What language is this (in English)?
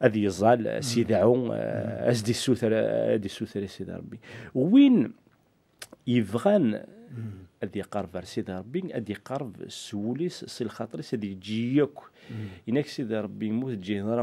Kabyle